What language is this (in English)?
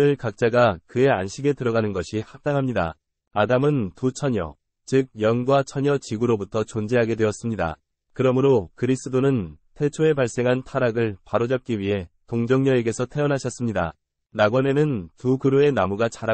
Korean